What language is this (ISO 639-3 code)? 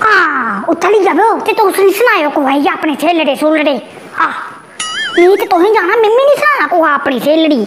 doi